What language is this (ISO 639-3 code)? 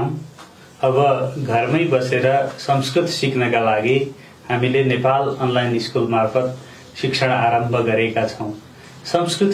nep